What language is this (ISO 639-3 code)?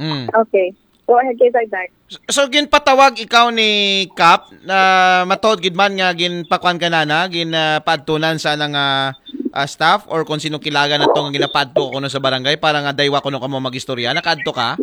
akl